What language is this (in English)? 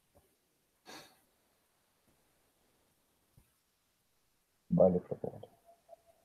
Spanish